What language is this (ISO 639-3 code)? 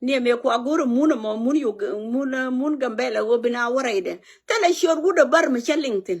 nus